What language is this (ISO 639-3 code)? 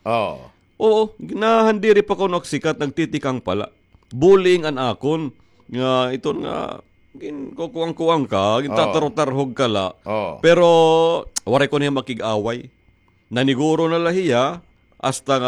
war